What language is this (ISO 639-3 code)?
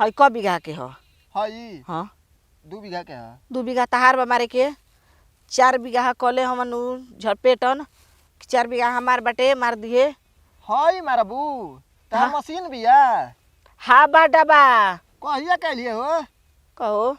bho